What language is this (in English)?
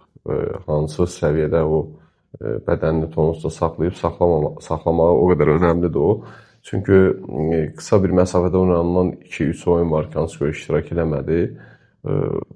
Azerbaijani